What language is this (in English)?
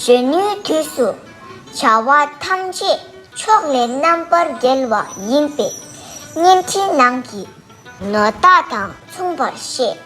Tibetan